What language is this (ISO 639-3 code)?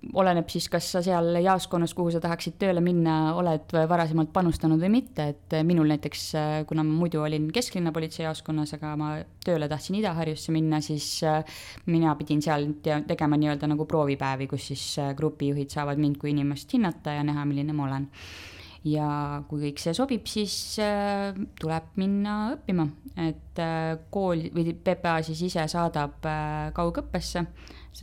est